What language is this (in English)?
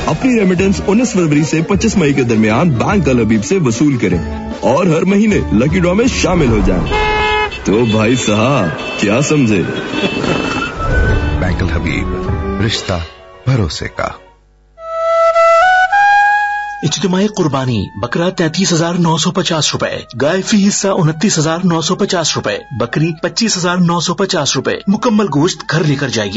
Urdu